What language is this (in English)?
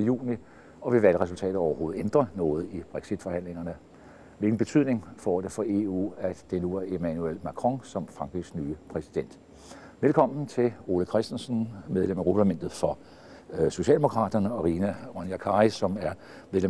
Danish